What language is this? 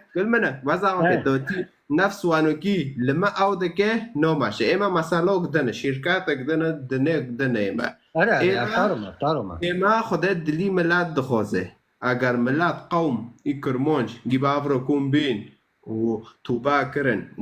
Kurdish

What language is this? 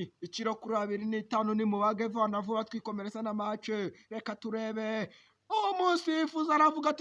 Kinyarwanda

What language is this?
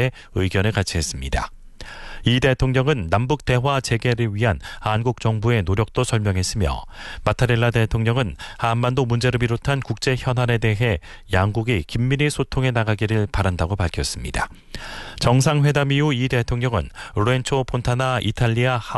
Korean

